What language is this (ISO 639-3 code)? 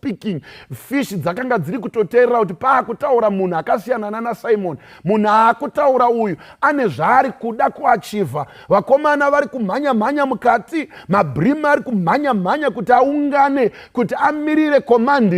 sna